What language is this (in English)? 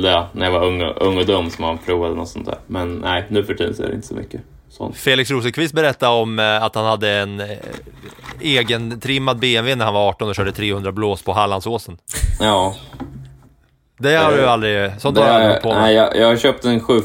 Swedish